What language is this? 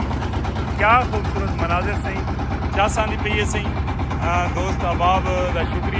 Saraiki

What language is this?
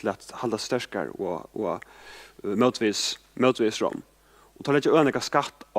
Faroese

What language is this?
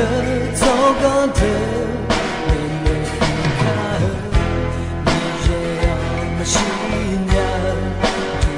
Akha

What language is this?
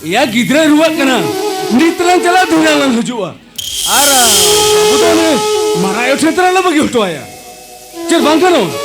Santali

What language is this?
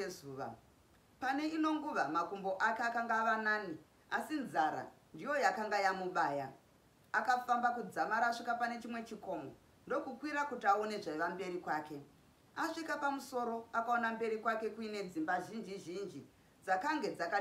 Shona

